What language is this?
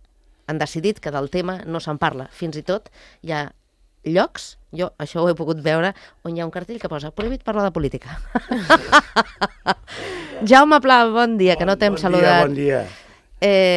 Catalan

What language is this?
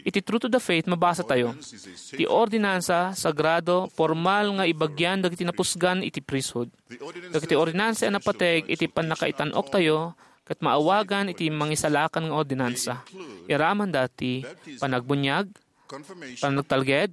Iloko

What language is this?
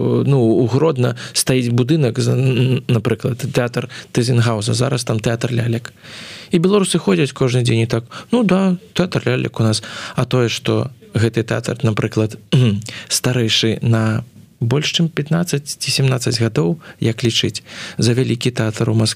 Belarusian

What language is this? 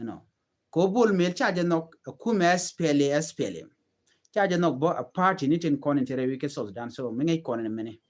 Nuer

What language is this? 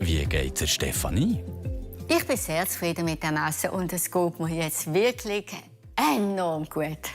Swiss German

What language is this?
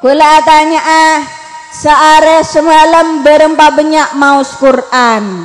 Madurese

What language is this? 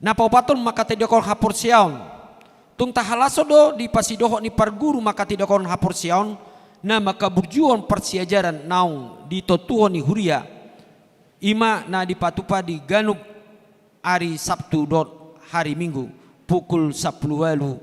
Batak Toba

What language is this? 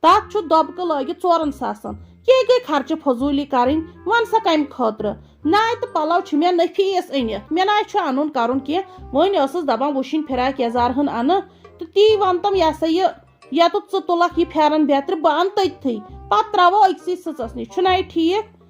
Kashmiri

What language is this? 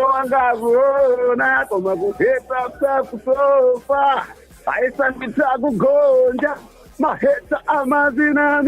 Nyanja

